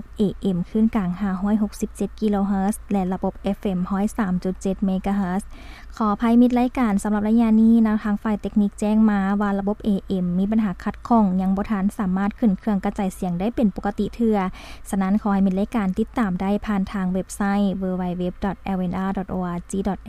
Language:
Lao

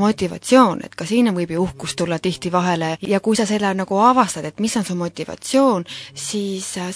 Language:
Estonian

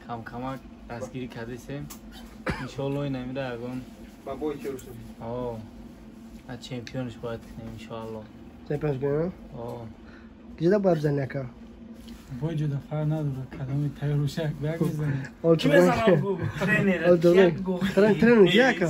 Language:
Tajik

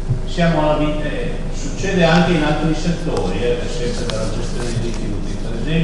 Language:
Italian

